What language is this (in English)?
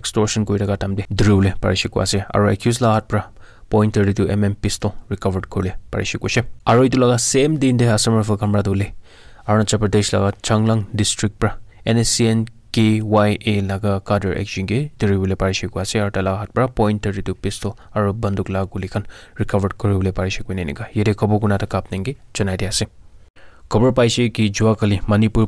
Naga Pidgin